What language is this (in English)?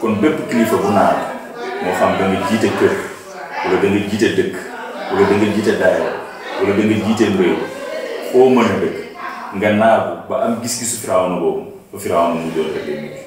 Wolof